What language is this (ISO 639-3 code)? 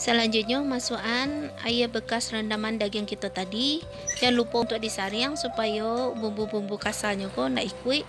min